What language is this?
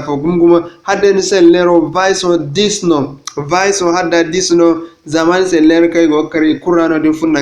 Zarma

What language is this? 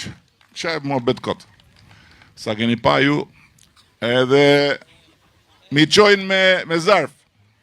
Albanian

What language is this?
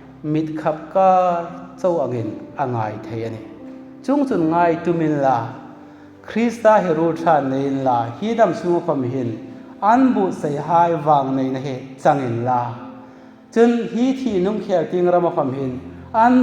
Hmar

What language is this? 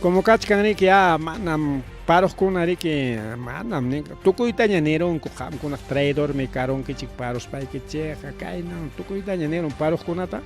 Ayacucho Quechua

